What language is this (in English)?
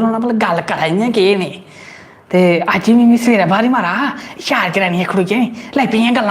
Dogri